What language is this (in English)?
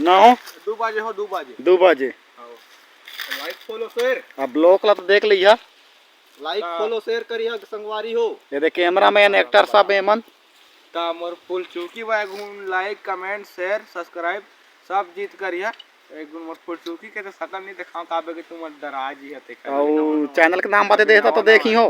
Chhattisgarhi